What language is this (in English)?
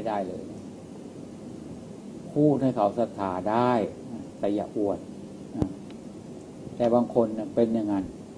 Thai